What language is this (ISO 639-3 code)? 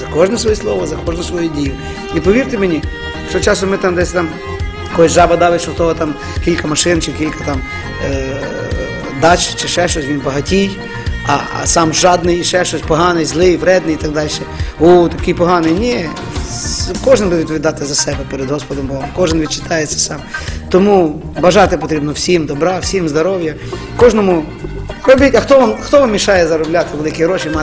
ukr